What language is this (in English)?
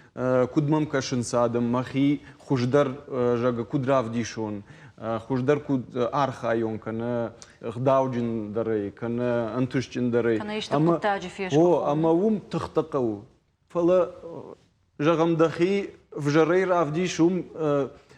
Ossetic